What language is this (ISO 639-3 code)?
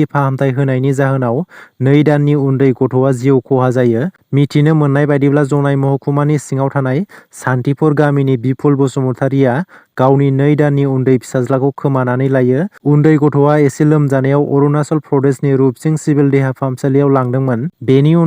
brx